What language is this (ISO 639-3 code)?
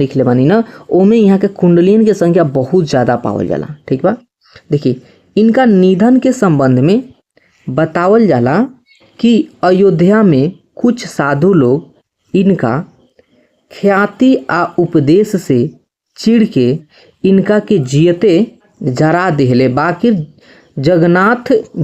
bho